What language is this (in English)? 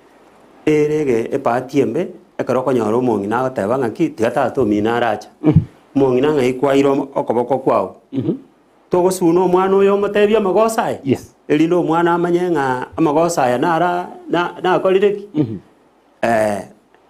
Gusii